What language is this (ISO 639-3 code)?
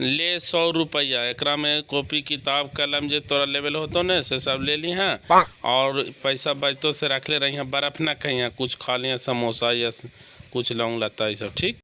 mag